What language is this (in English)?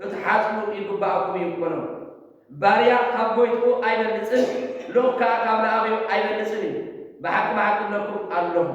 Tigrinya